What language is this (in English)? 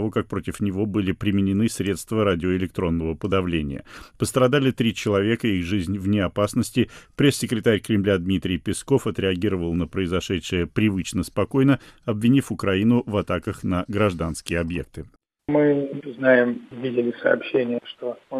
Russian